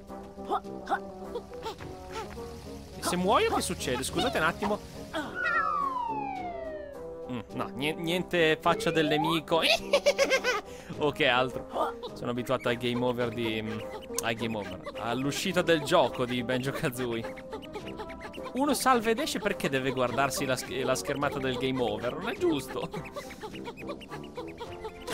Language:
Italian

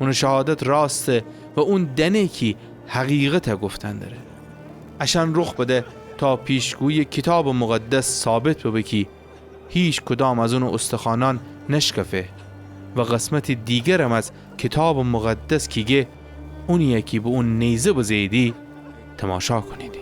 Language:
Gilaki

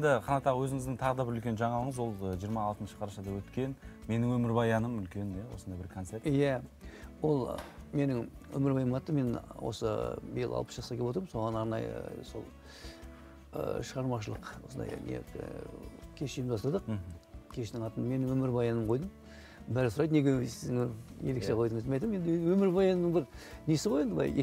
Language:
Kazakh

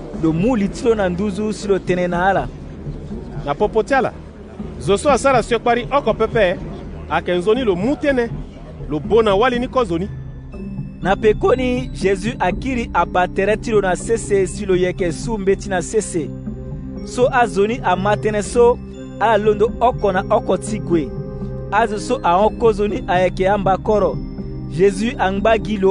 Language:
Sango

